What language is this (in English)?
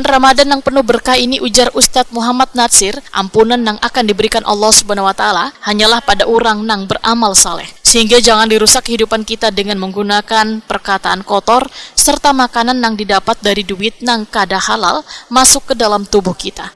Banjar